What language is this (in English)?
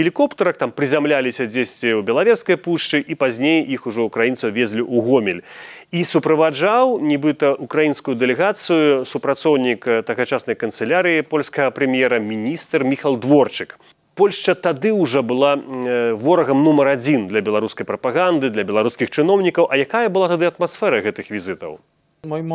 Belarusian